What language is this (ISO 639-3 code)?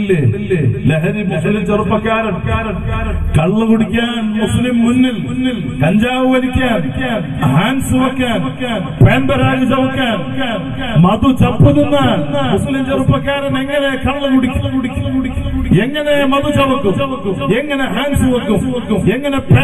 mal